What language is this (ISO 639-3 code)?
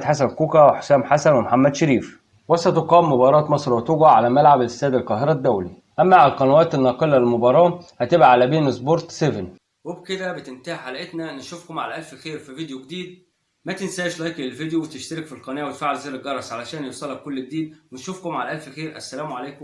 arz